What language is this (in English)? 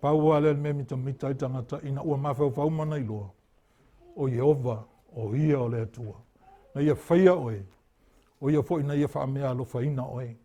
Samoan